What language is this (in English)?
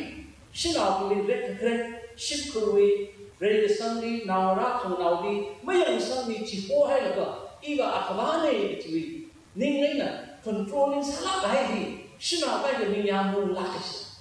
Tangkhul Naga (India)